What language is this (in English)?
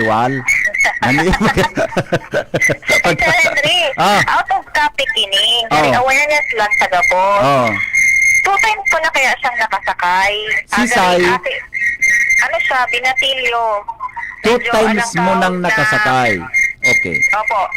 Bikol